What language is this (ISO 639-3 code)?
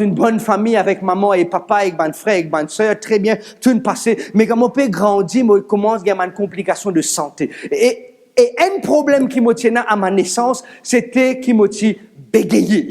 mfe